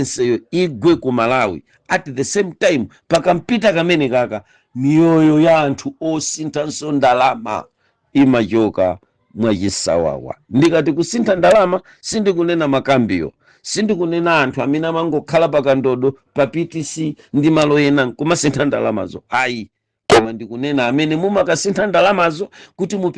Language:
Nyanja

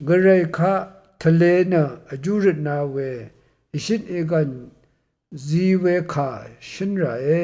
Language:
Rawang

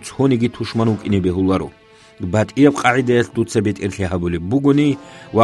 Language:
Avaric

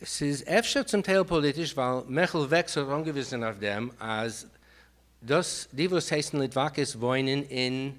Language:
Yiddish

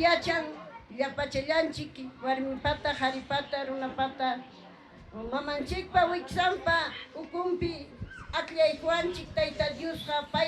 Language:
Ayacucho Quechua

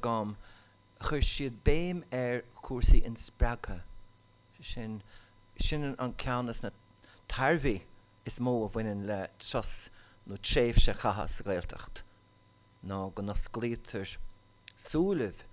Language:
Irish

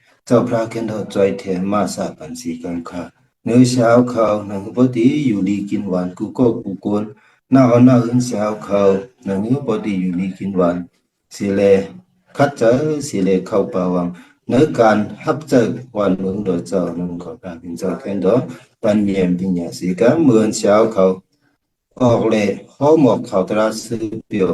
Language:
Shan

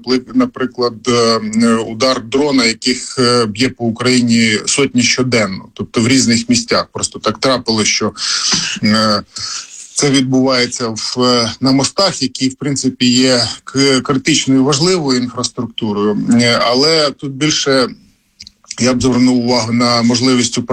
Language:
Ukrainian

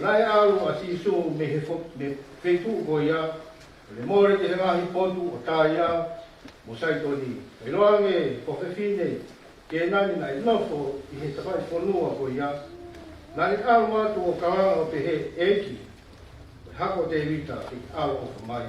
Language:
Tongan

